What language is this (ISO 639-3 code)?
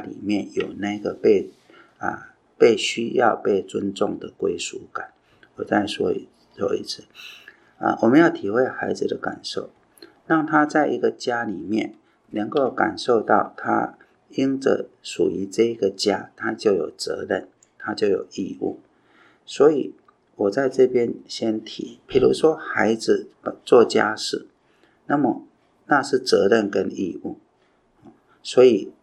zho